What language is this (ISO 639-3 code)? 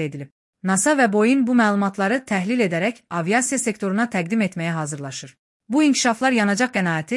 aze